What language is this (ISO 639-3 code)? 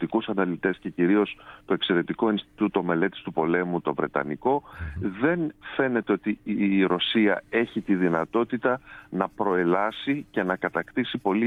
ell